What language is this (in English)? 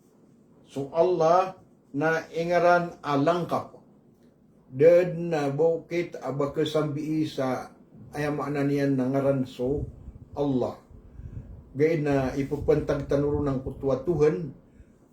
Maranao